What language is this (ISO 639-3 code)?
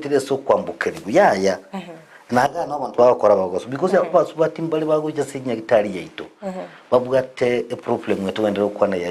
guz